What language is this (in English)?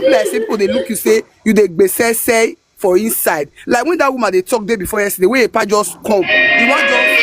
Nigerian Pidgin